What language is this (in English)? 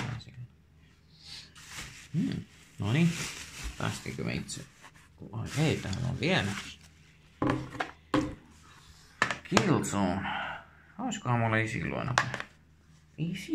Finnish